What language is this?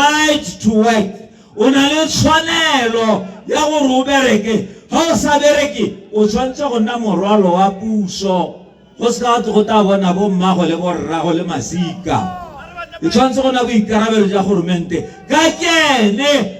Tswana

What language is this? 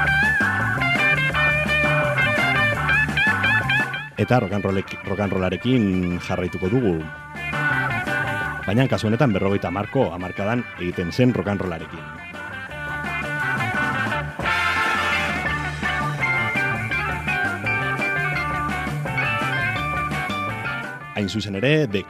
Basque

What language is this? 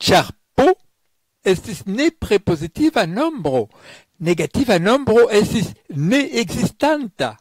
Esperanto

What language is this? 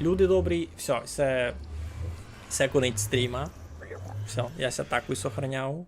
Rusyn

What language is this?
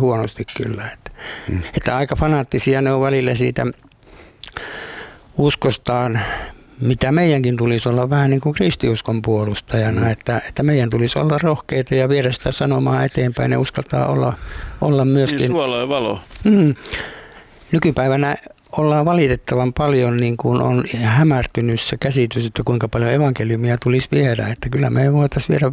Finnish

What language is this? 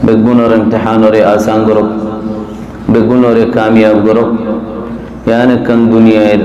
Rohingya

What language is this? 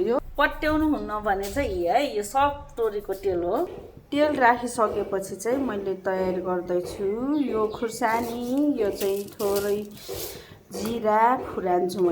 Nepali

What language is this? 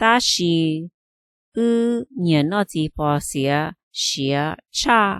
Hmong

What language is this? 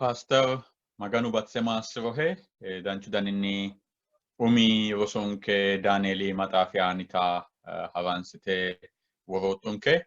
Sidamo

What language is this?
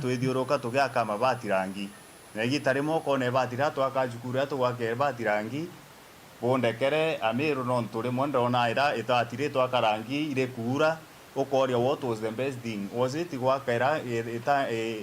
Meru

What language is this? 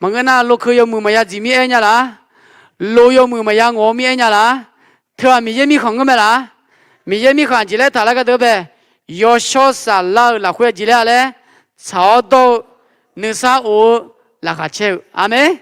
Akha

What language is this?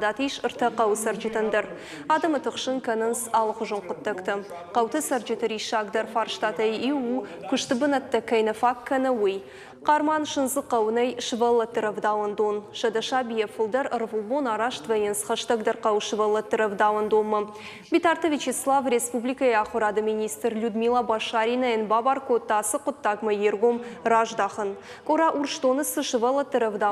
Ossetic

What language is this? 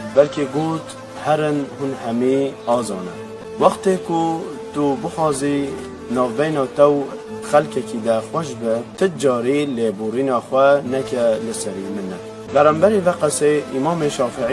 Kurdish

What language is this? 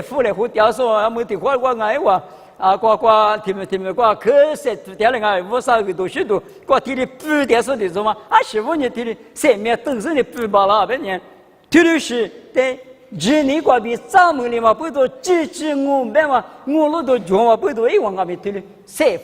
Lisu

